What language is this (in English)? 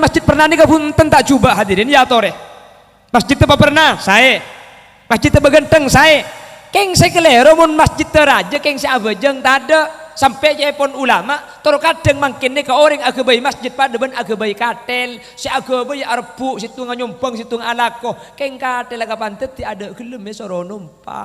Madurese